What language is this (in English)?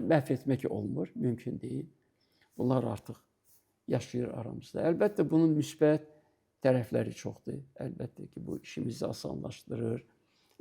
Azerbaijani